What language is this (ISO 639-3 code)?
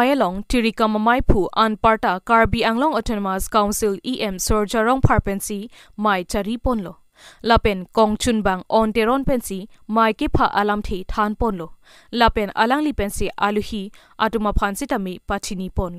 mjw